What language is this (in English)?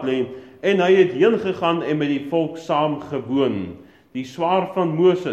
Afrikaans